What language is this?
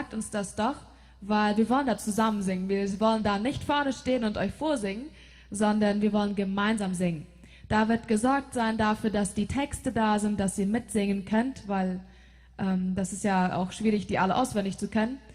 Plautdietsch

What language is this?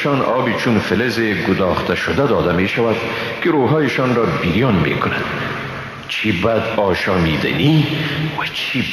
Persian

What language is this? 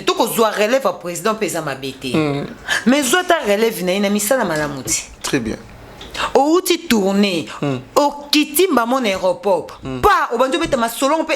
Lingala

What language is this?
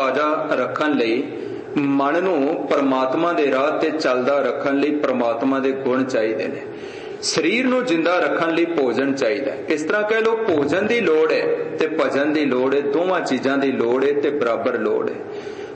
Punjabi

